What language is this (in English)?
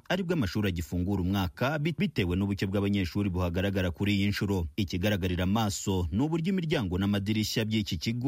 Kinyarwanda